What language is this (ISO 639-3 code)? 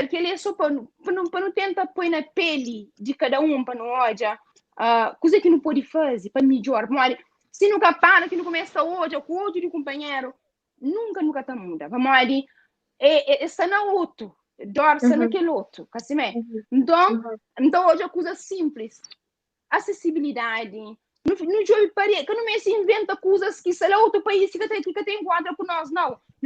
kea